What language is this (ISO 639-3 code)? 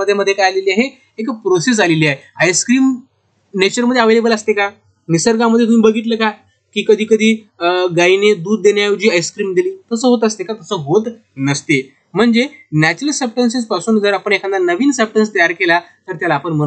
mar